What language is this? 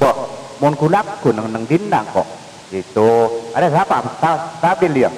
Madurese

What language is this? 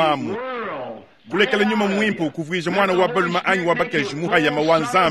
Luba-Lulua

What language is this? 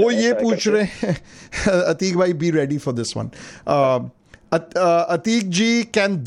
Hindi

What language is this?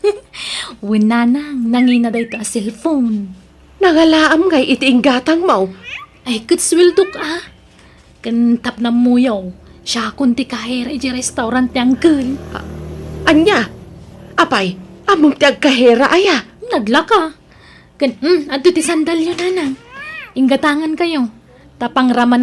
Iloko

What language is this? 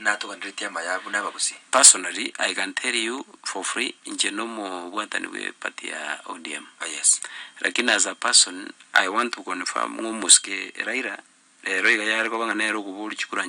Gusii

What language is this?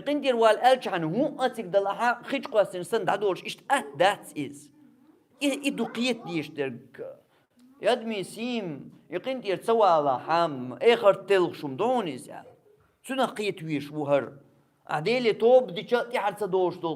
Chechen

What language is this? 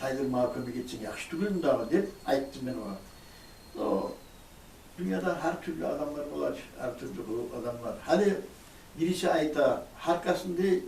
Kumyk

